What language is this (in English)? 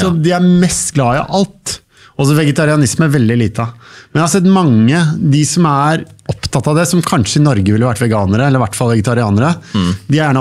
Norwegian